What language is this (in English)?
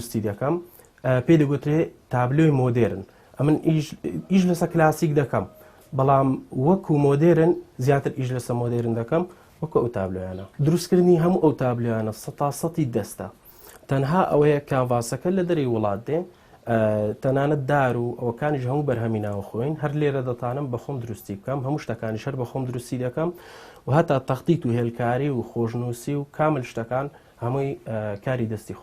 Central Kurdish